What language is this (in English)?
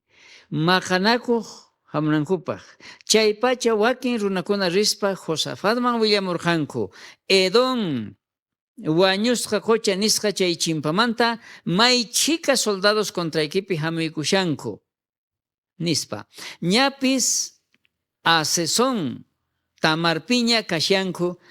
South Bolivian Quechua